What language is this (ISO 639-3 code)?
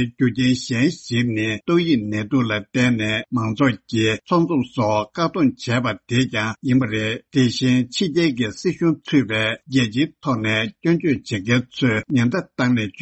bod